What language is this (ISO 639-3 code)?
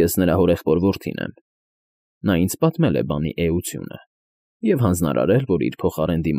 hye